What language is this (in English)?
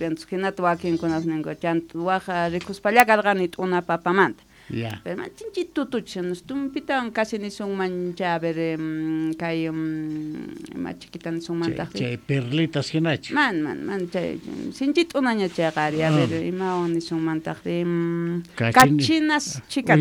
South Bolivian Quechua